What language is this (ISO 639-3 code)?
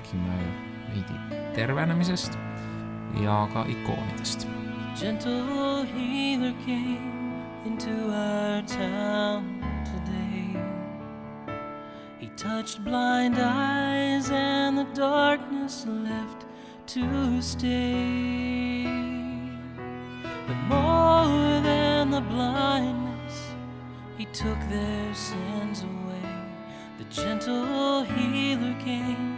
est